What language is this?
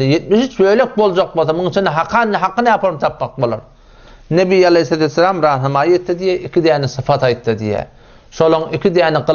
Turkmen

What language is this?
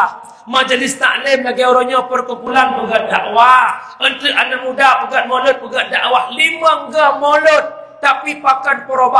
Achinese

